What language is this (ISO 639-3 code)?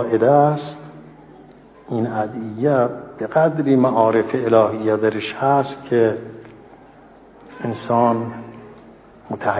fas